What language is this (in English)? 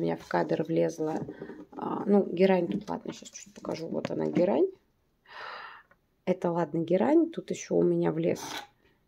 Russian